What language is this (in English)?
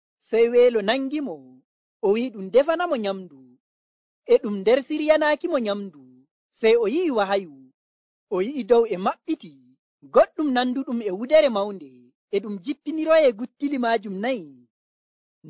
Nigerian Fulfulde